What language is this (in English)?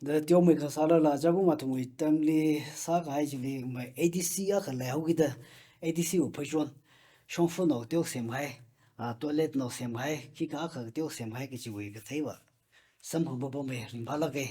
Tangkhul Naga (India)